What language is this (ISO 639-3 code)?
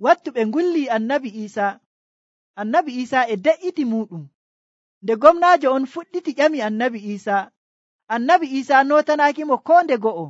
fuv